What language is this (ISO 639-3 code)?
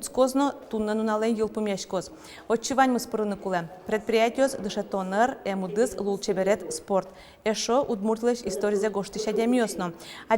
udm